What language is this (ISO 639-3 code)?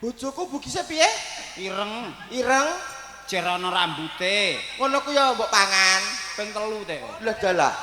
jav